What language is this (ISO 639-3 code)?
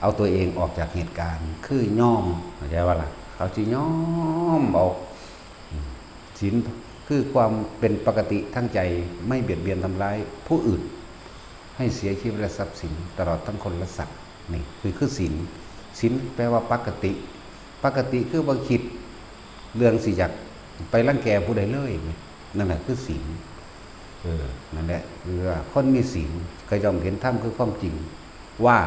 tts